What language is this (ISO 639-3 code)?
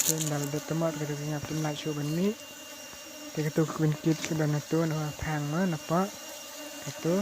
kha